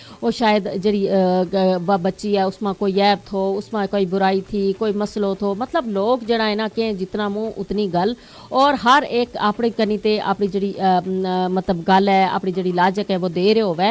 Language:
Gujari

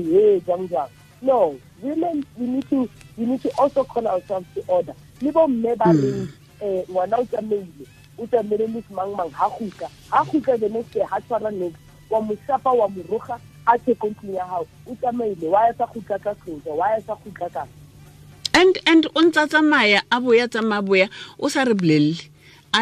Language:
Tswana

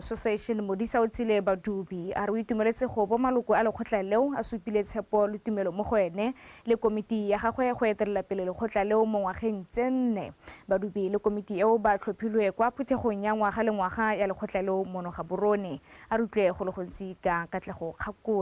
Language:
Tswana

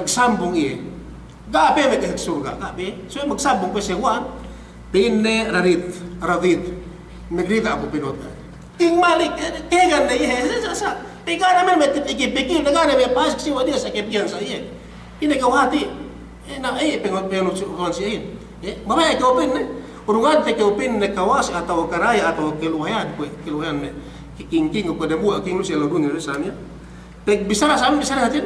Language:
Yakan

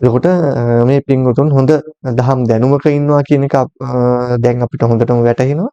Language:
Sinhala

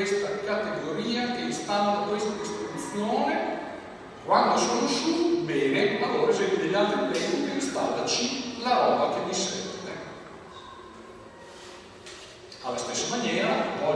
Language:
Italian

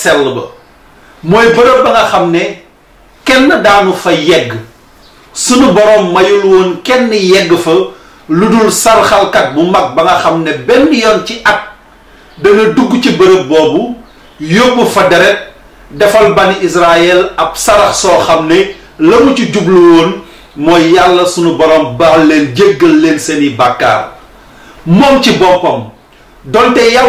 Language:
Wolof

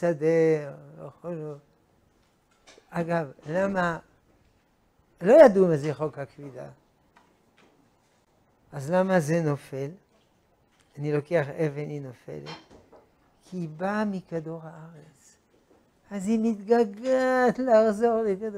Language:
Hebrew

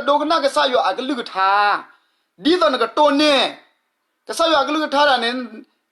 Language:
S'gaw Karen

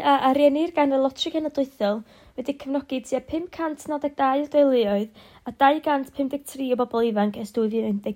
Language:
Welsh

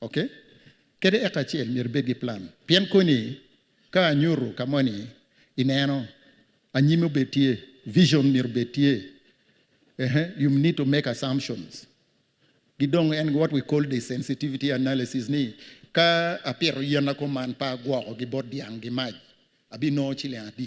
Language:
Acoli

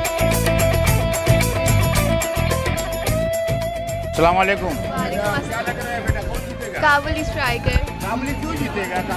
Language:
Hindi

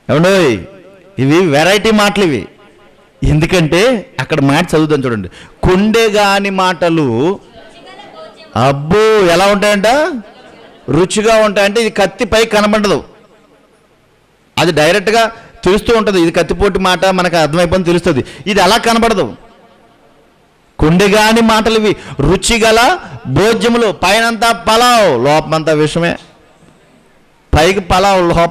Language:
Telugu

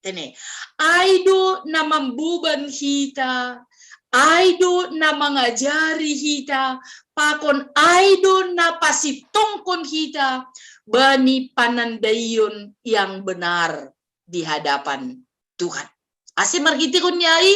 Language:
Batak Simalungun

